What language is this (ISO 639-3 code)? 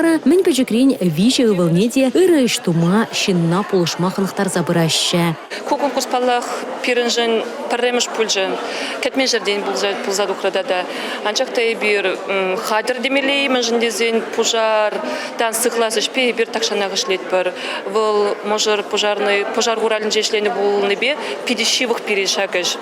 chv